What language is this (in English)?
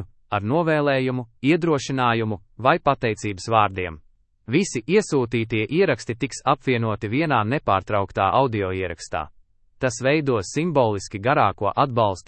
Latvian